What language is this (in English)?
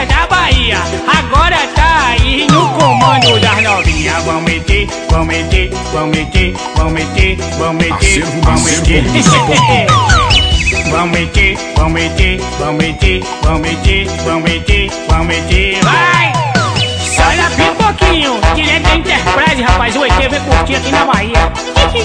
Portuguese